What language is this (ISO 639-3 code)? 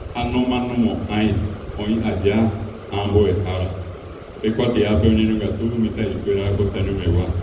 grn